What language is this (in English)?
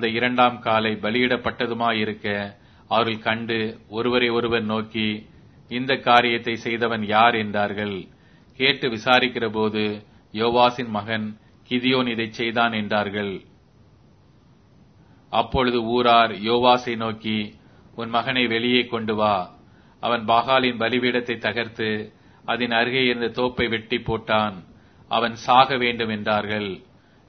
Tamil